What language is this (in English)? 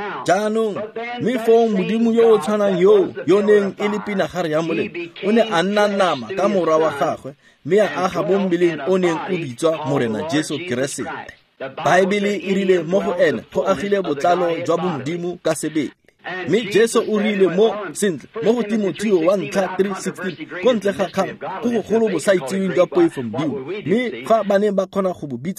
Tswana